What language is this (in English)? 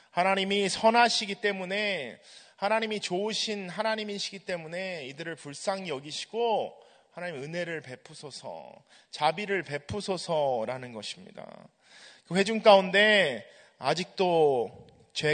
Korean